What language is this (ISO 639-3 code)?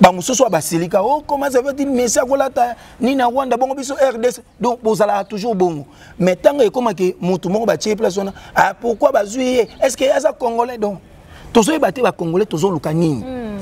lin